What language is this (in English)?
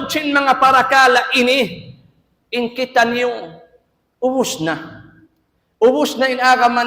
Tausug